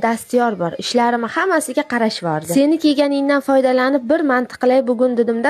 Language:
Uzbek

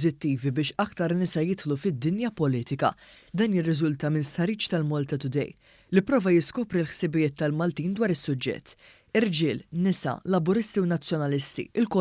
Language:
Maltese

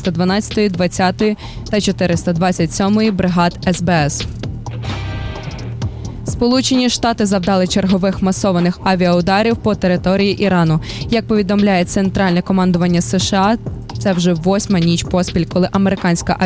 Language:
Ukrainian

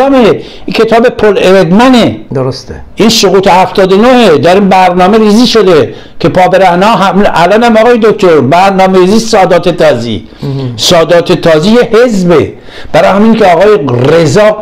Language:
Persian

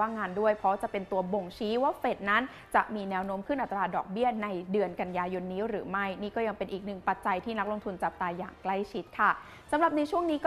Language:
Thai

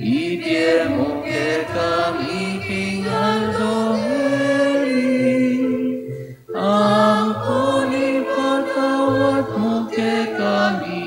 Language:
Pampanga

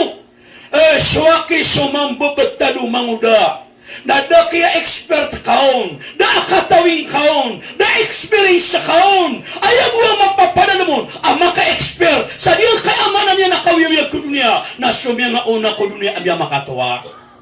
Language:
Maranao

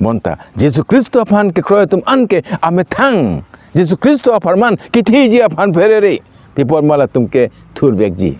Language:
Karbi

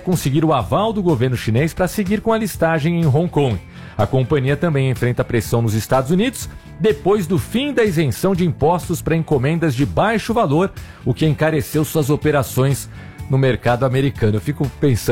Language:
Portuguese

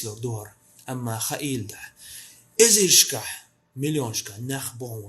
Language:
Chechen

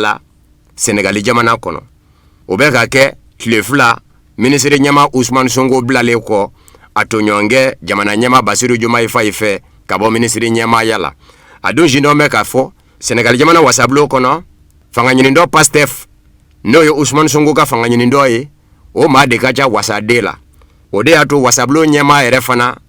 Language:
Bambara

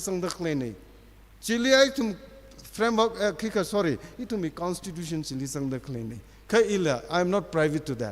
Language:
Tangkhul Naga (India)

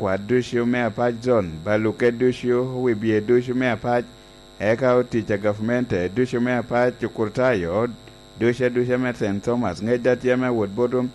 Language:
Lango (Uganda)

